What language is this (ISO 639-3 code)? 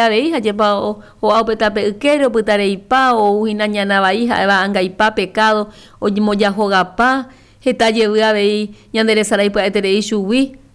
grn